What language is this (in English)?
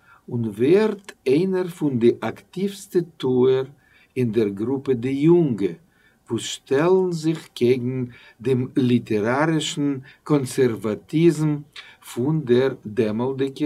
Yiddish